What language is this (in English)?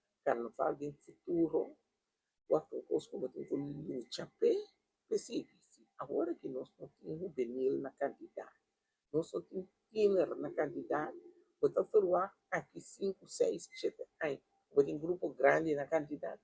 Papiamento